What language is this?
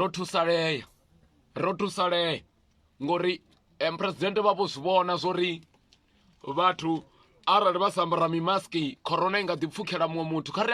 Venda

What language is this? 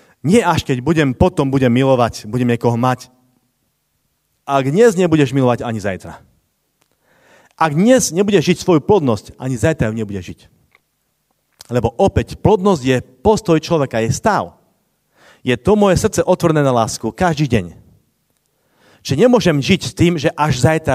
Slovak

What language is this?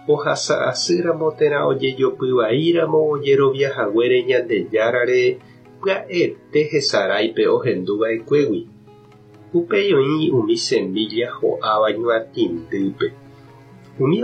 Guarani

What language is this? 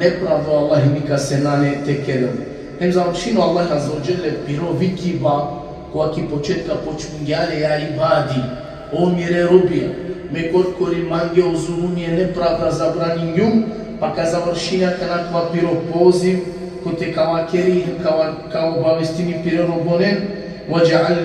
Balkan Romani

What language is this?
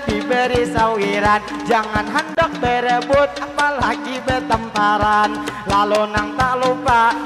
Banjar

